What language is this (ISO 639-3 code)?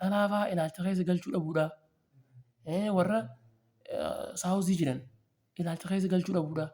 orm